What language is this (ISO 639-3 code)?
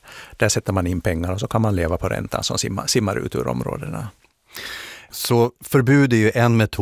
swe